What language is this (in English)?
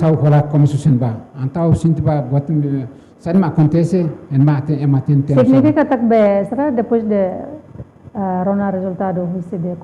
Tetum